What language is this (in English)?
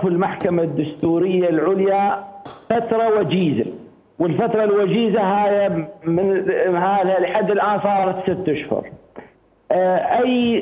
Mesopotamian Arabic